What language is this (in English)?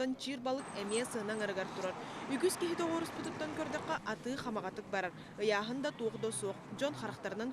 Yakut